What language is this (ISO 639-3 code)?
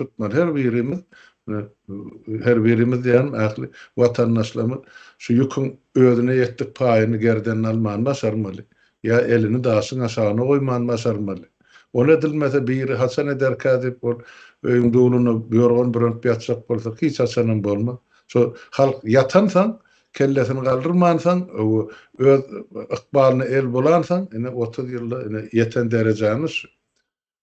tuk